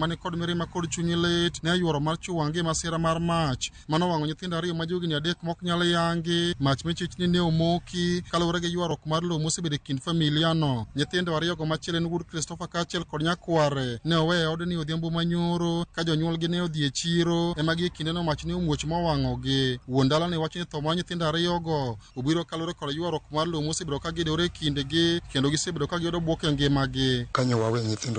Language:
Luo (Kenya and Tanzania)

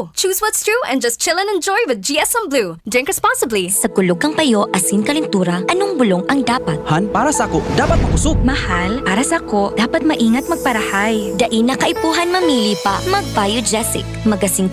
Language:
Bikol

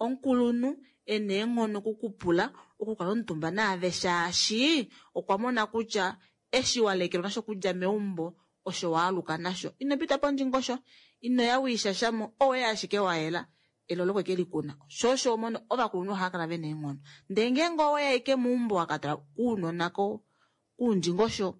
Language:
Kuanyama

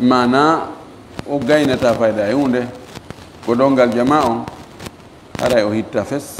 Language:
Fula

